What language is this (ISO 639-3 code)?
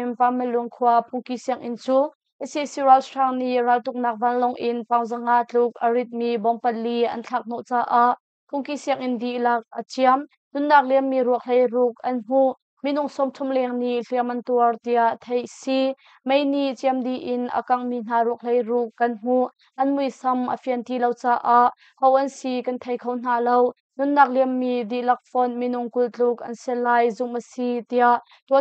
cnh